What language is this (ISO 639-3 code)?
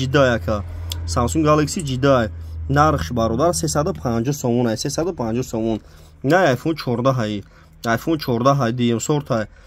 tgk